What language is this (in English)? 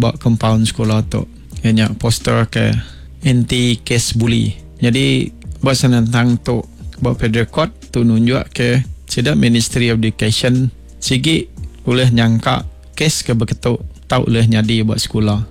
Iban